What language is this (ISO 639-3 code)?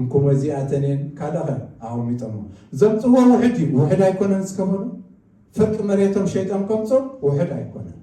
tir